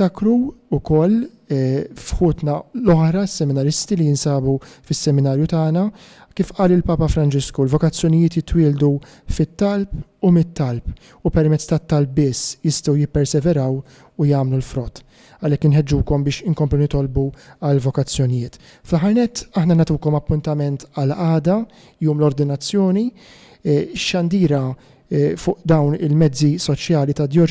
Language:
Maltese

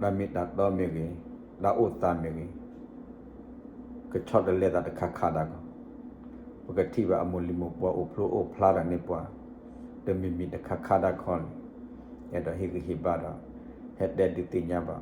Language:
S'gaw Karen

